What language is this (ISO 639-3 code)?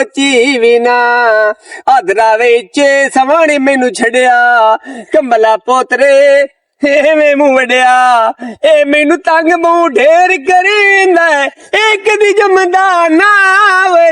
lah